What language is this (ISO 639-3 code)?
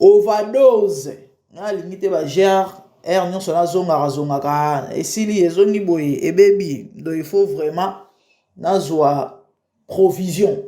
lin